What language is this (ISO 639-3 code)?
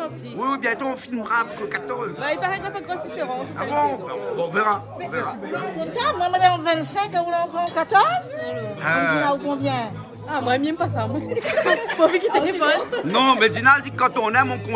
rcf